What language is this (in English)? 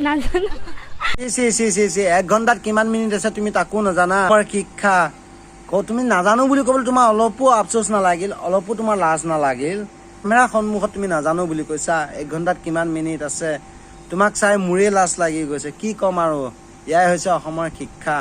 Assamese